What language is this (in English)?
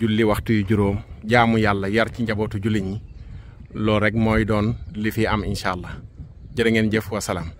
Wolof